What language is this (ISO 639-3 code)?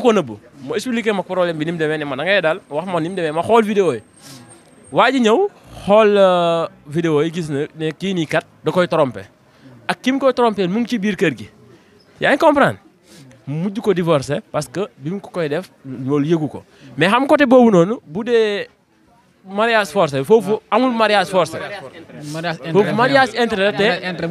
wol